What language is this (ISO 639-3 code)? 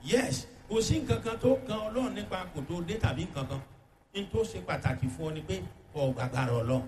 yor